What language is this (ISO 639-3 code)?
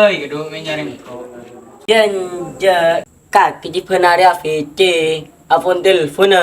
mad